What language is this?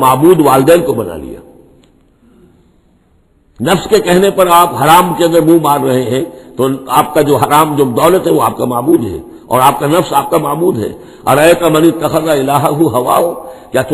Urdu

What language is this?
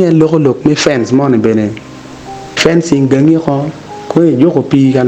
Acoli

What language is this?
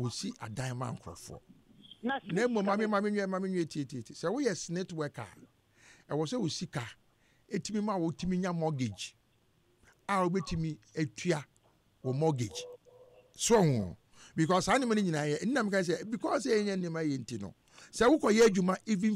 Akan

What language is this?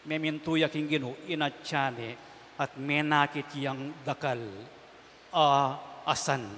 Pampanga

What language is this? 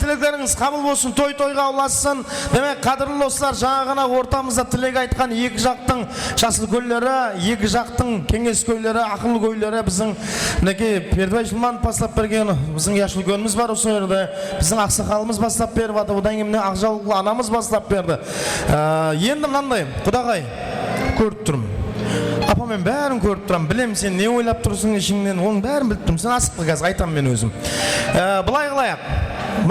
Kara-Kalpak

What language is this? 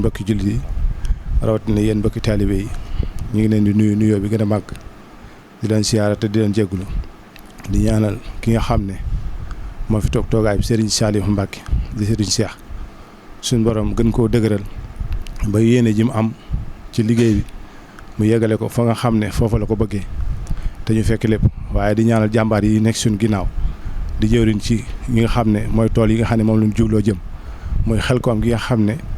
Wolof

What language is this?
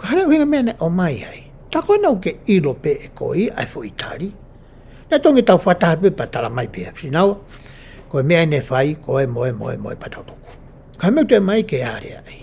Tongan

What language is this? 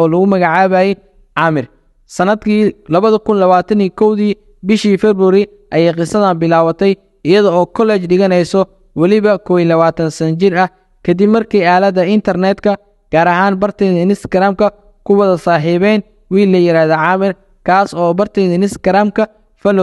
Somali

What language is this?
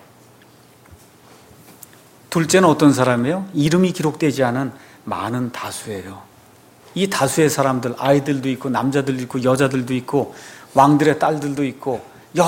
Korean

